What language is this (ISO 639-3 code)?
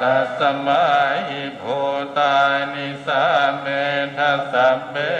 pli